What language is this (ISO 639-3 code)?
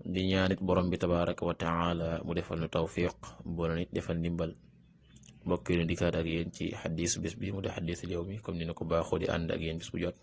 wol